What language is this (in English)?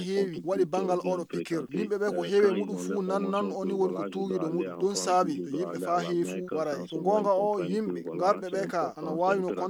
Fula